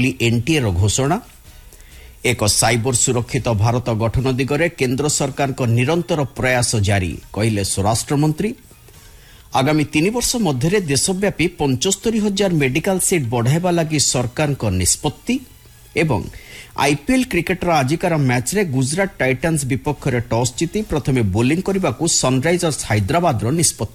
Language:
Odia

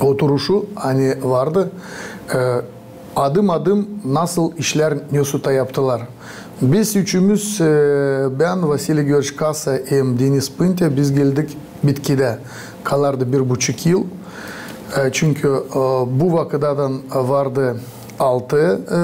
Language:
Gagauz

